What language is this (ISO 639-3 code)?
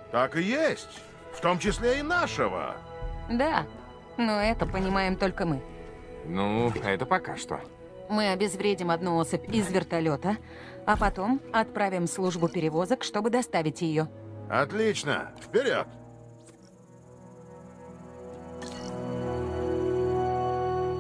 rus